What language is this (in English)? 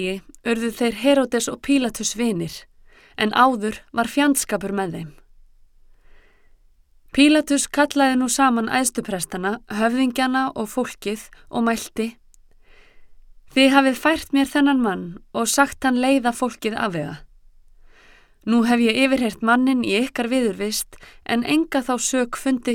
Icelandic